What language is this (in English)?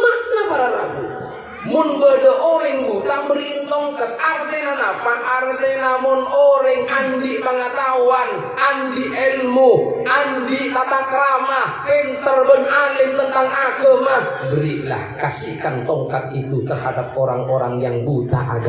Madurese